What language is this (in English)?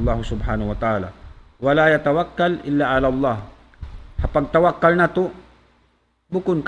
Tausug